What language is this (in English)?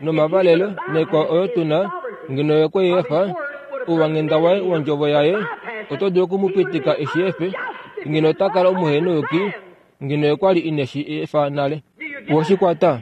Kuanyama